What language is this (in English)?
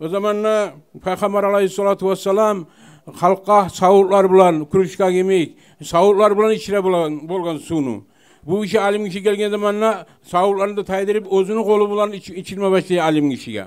Kumyk